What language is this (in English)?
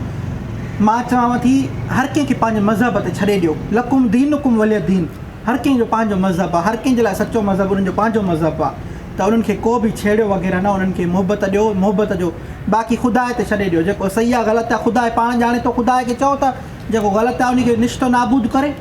Sindhi